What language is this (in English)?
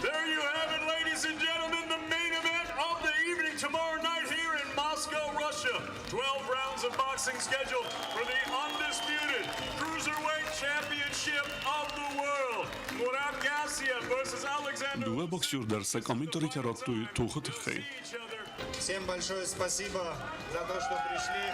Ossetic